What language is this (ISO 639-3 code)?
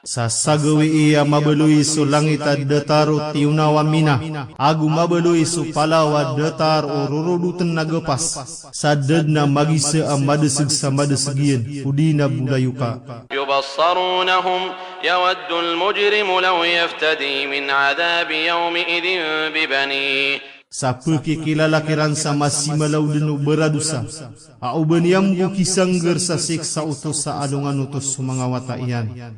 mrw